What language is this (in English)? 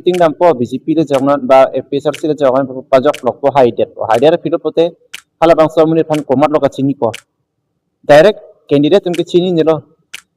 Karbi